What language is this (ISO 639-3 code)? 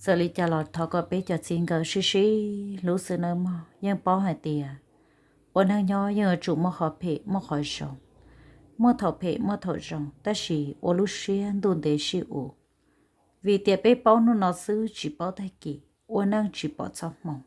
hmn